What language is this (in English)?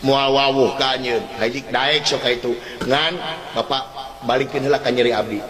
Sundanese